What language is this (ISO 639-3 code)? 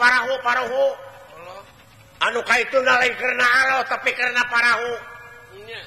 sun